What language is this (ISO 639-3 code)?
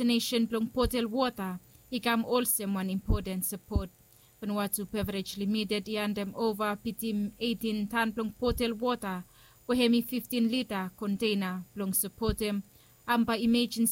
bis